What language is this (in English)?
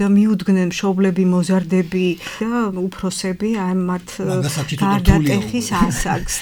Georgian